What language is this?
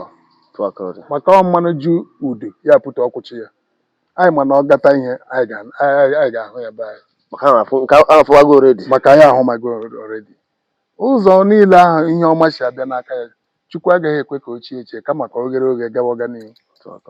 Igbo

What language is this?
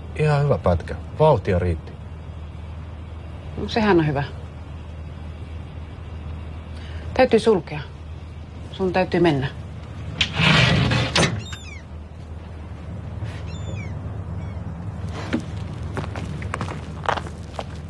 Finnish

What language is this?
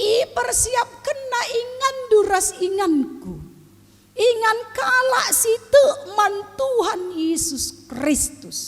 Batak Karo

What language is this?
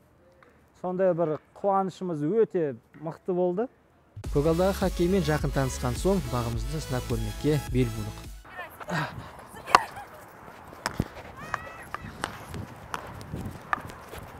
Kazakh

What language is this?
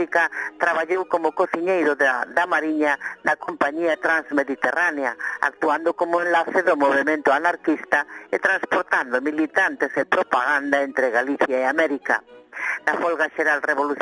Galician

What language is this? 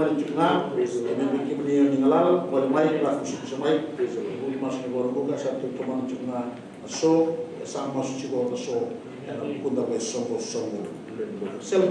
Fijian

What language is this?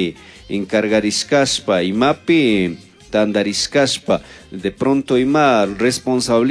Chimborazo Highland Quichua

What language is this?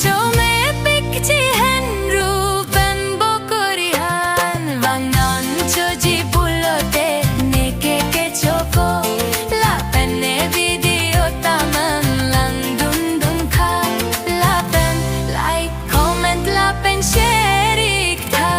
Karbi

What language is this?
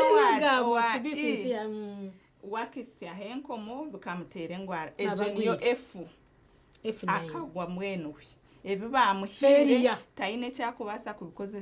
Nyankole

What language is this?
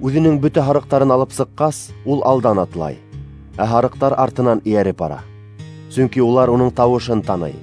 Bashkir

